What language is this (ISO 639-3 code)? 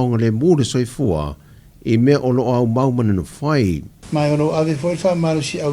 smo